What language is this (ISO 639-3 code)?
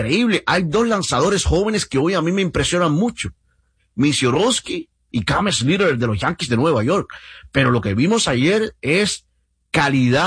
spa